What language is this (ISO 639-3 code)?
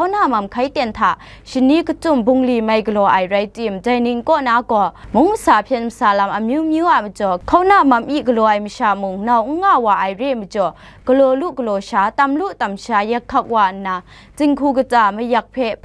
kac